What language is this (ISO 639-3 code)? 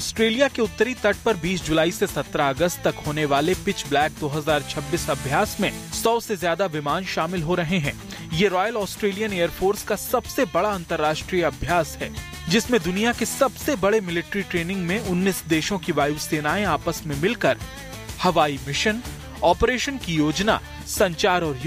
hin